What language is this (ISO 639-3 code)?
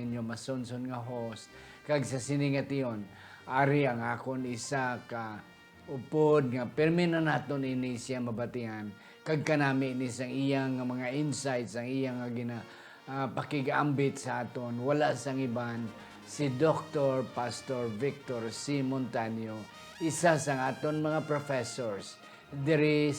hil